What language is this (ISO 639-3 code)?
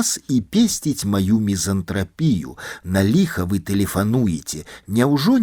bel